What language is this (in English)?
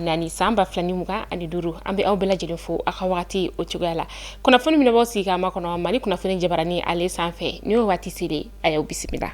Bambara